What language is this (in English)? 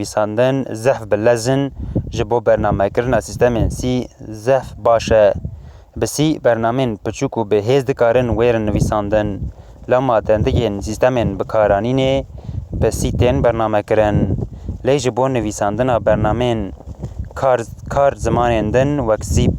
Kurdish